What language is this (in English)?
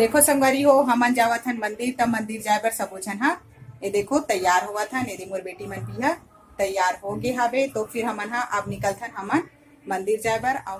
Chhattisgarhi